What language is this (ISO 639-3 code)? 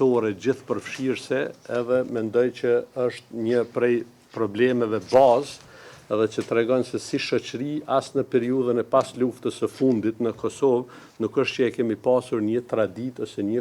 sqi